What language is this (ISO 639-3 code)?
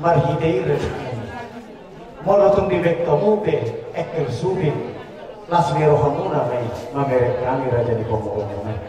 bbc